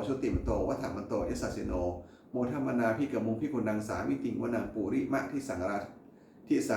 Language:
Pali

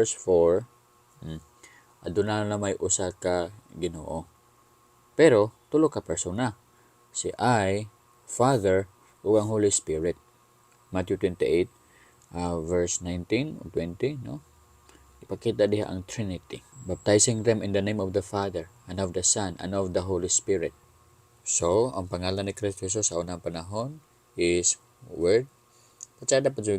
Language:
Cebuano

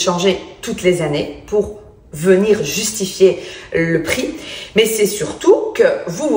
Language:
French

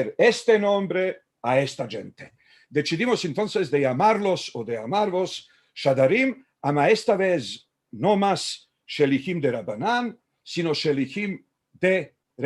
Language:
Ladino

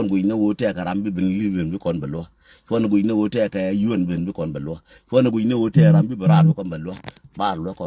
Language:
Nuer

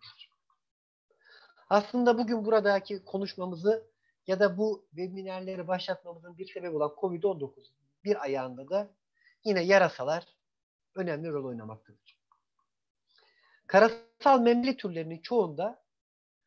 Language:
Turkish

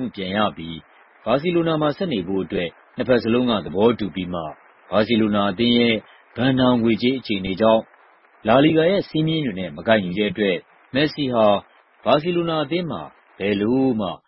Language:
Burmese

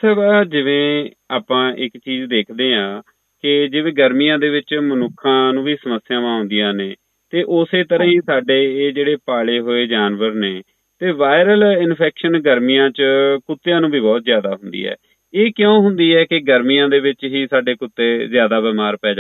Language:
Punjabi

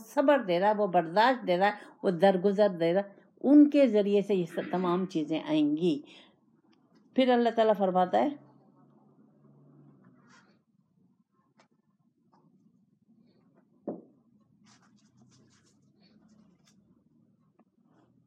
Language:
Urdu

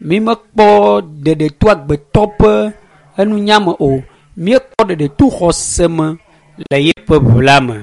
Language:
Ewe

